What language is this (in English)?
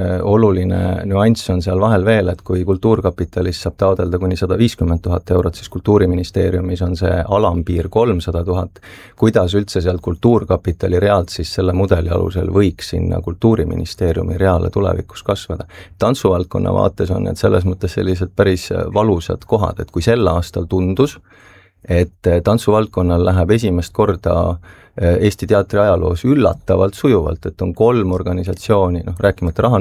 Estonian